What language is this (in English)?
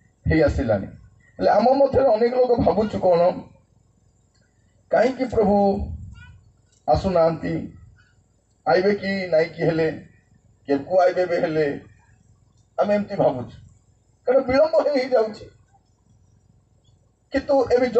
Odia